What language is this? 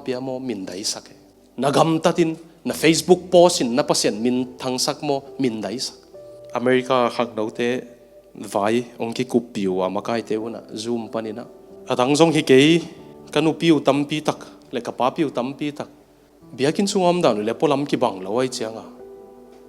Tedim Chin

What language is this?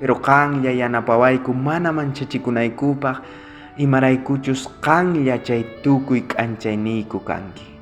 South Bolivian Quechua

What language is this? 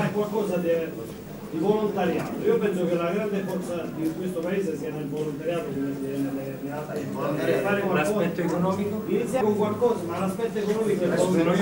Italian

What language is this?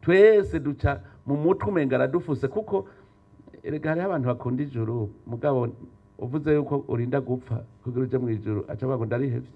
Rundi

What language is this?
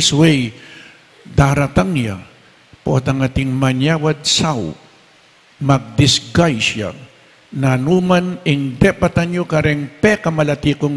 Pampanga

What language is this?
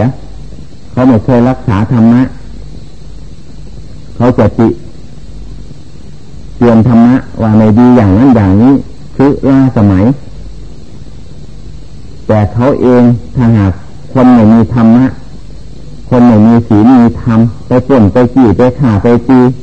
Thai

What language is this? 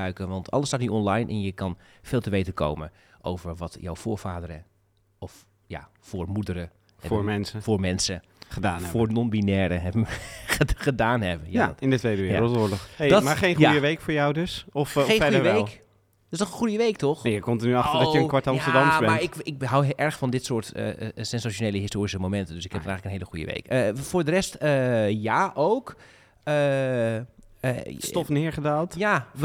Dutch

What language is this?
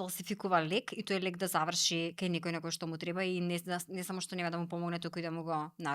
Macedonian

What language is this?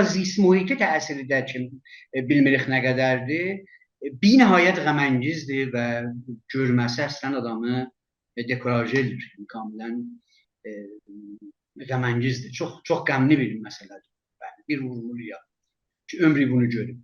South Azerbaijani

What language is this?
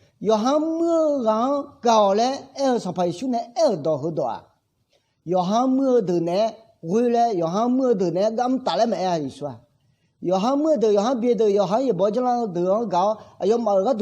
Akha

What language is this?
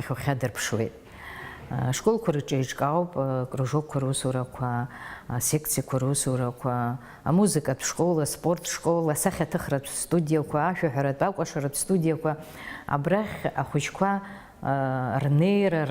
Abkhazian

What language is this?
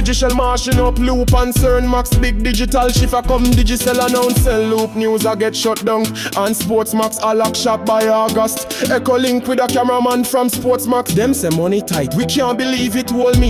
Jamaican Creole English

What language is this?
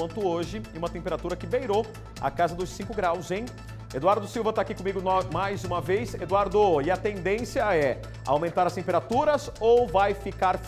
Portuguese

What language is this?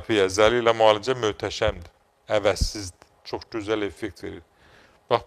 Azerbaijani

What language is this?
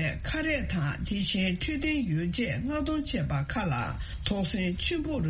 Tibetan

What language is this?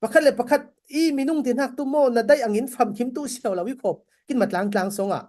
Falam Chin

